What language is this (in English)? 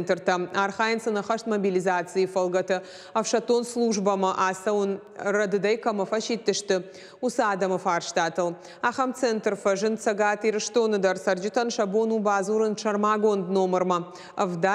Ossetic